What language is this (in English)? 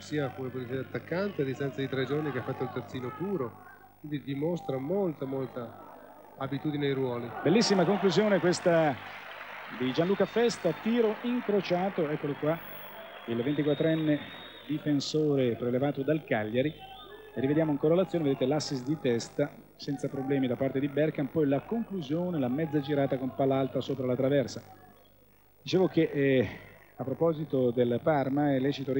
Italian